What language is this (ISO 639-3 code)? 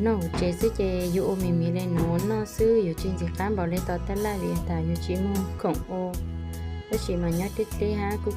hmn